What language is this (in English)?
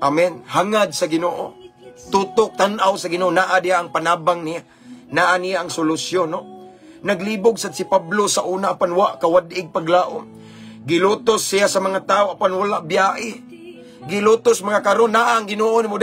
Cebuano